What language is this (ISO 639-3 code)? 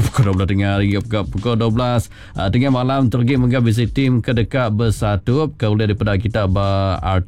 iba